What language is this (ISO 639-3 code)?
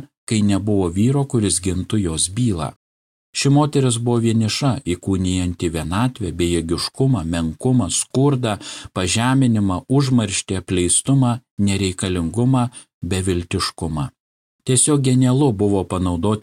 lit